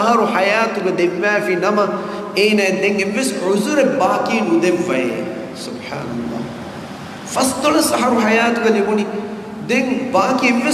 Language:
Divehi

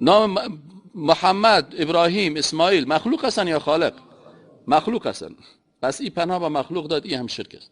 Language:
Persian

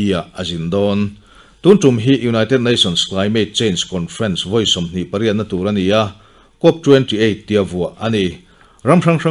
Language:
Mizo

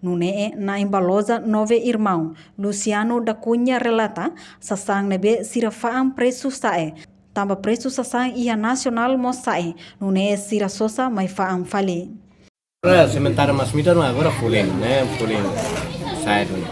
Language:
Tetum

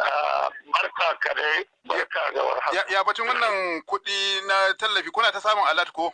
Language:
Hausa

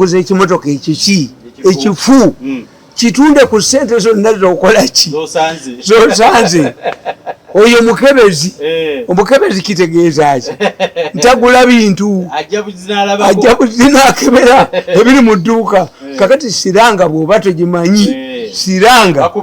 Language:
Ganda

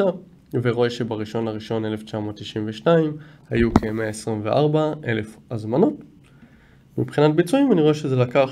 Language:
Hebrew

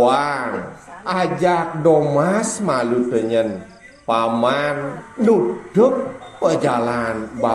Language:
Balinese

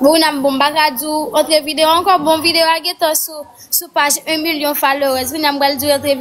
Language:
Haitian Creole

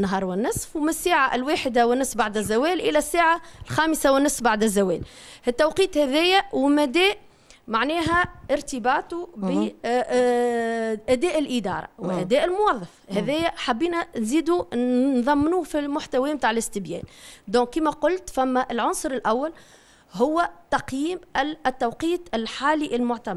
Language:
Tunisian Arabic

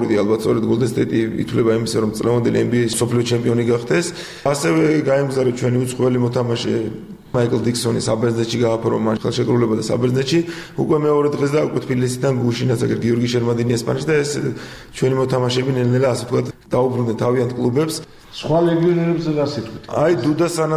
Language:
Georgian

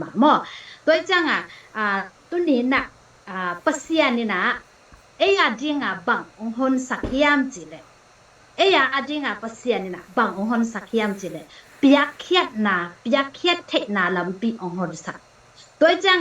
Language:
Tedim Chin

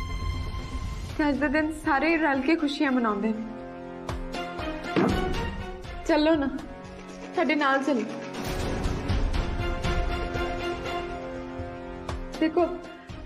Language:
Punjabi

